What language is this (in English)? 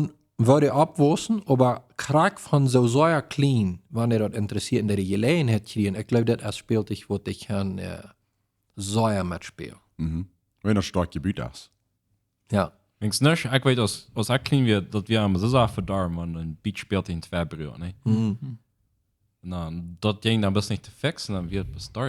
Plautdietsch